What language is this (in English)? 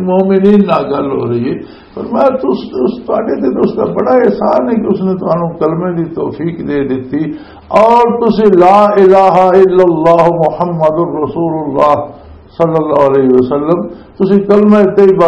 Western Panjabi